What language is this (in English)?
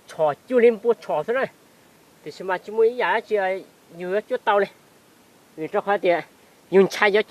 Hmong